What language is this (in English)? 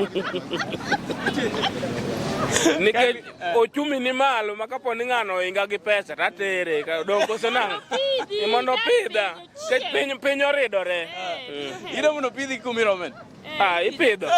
Luo (Kenya and Tanzania)